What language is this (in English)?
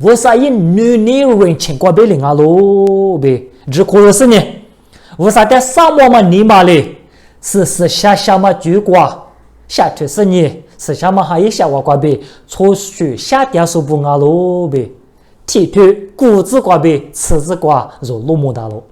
Lisu